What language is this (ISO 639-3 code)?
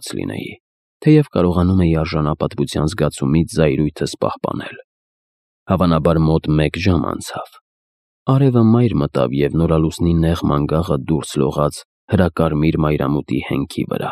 hye